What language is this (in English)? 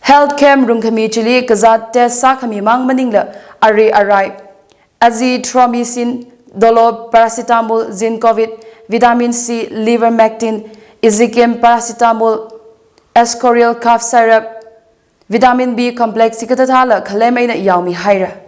Tangkhul Naga (India)